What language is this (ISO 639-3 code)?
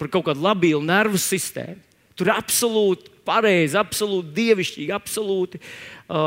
lav